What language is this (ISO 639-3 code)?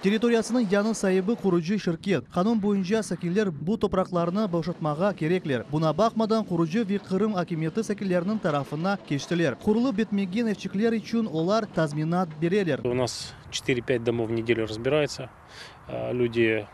crh